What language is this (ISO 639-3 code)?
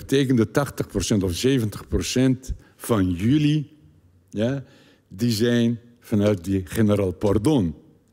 nld